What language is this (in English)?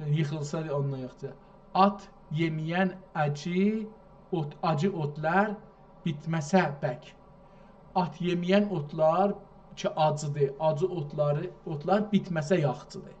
South Azerbaijani